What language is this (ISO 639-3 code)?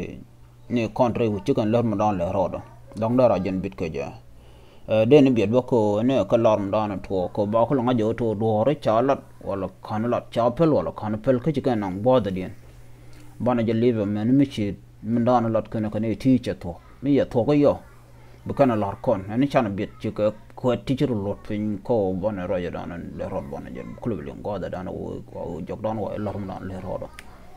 nus